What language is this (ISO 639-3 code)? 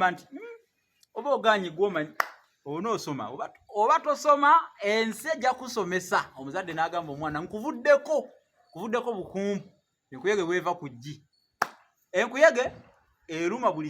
lug